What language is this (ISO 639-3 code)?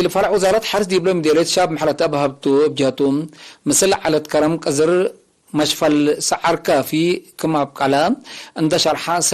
tig